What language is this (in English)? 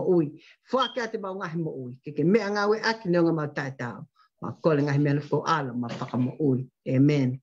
Tongan